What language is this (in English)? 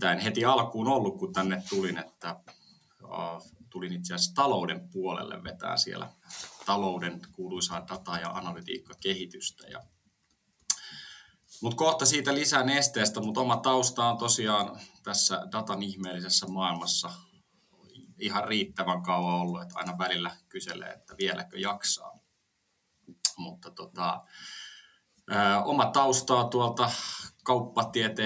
Finnish